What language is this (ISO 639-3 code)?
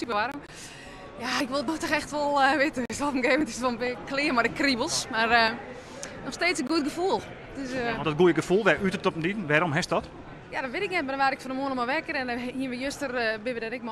fry